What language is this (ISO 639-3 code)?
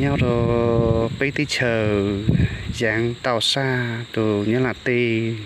hmn